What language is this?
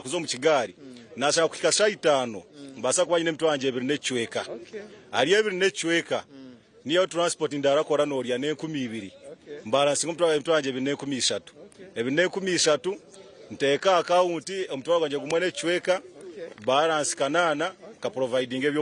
Nyankole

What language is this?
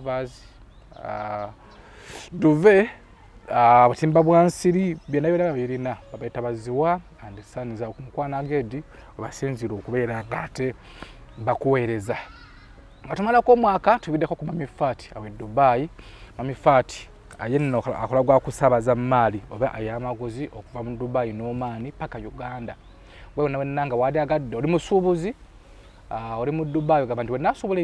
Ganda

